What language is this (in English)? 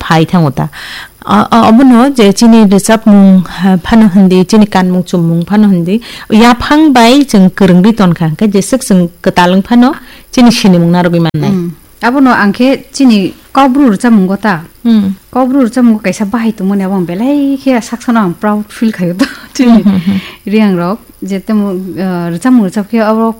Kok Borok